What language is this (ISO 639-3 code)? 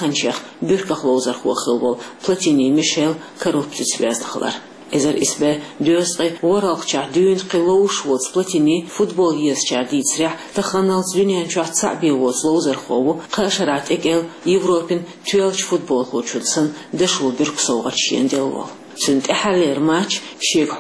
che